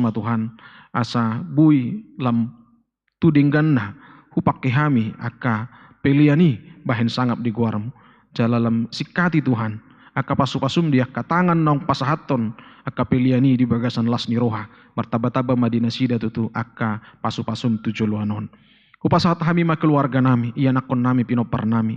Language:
Batak Toba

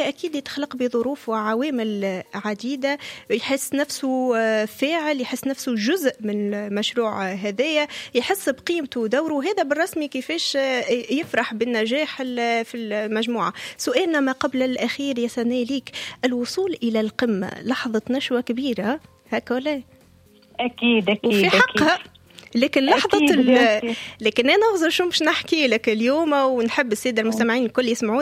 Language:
Tunisian Arabic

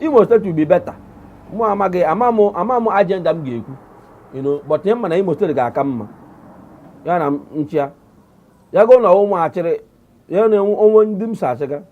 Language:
Igbo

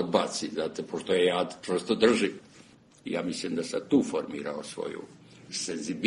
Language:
Serbian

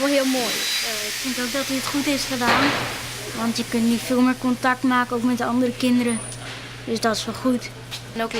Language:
Western Frisian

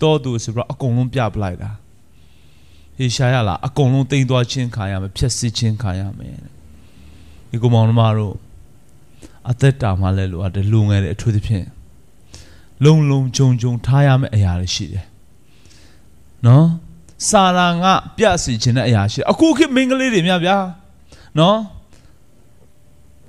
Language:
Burmese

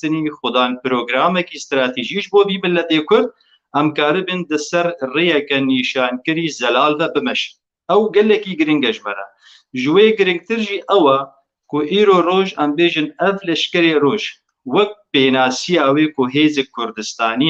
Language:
Kurdish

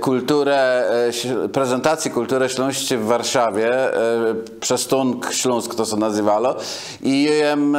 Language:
Kashubian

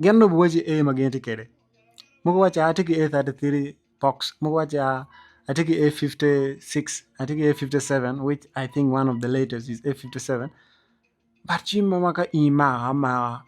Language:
Acoli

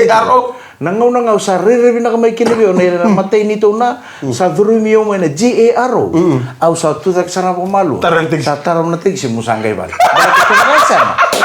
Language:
Fijian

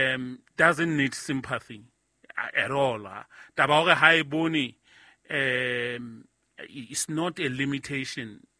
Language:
Southern Sotho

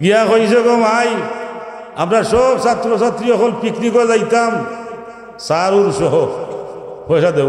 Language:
Sylheti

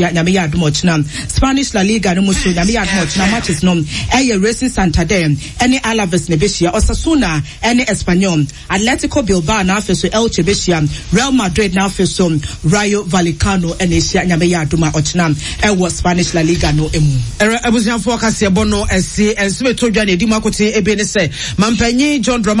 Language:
Akan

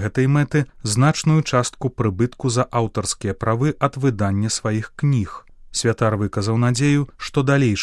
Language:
Belarusian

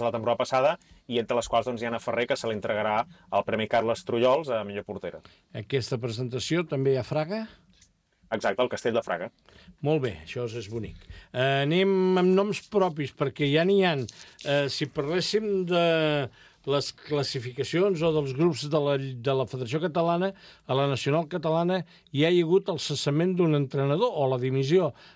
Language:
Catalan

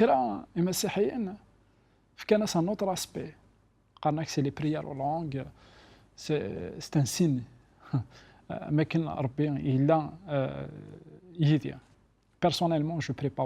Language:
Kabyle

